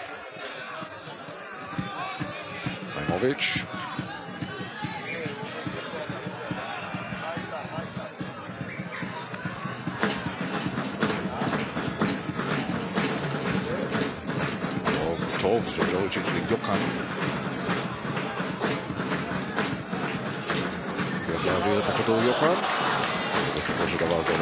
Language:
Hebrew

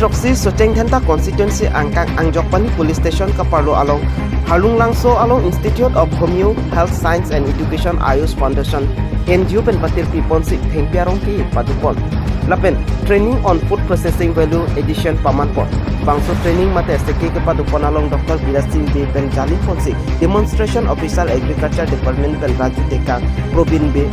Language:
Karbi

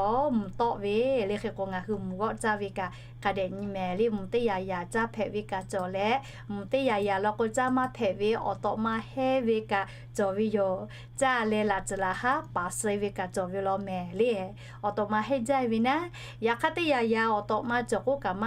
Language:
Lahu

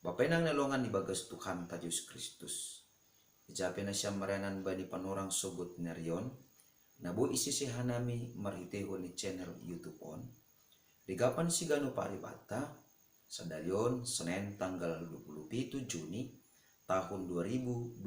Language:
Batak Simalungun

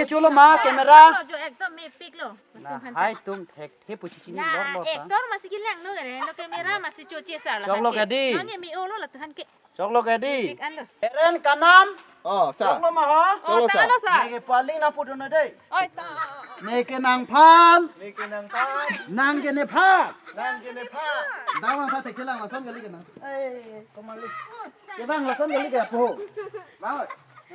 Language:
Karbi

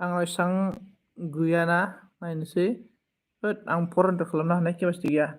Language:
Bodo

